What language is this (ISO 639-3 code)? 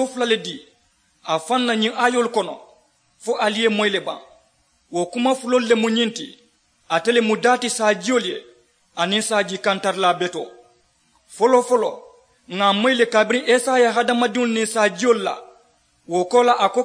man